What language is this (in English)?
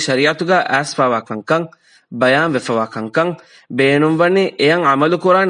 Divehi